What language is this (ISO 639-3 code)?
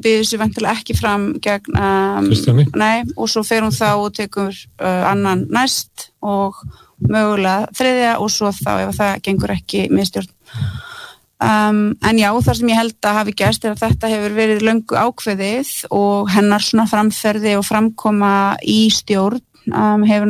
isl